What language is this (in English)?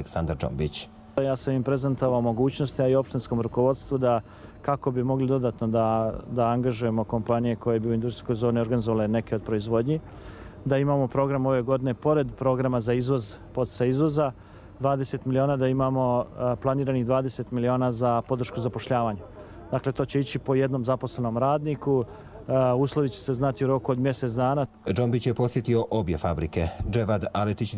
Serbian